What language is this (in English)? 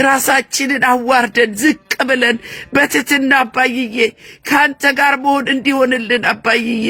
Amharic